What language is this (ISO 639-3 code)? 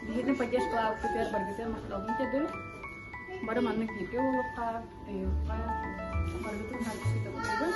sah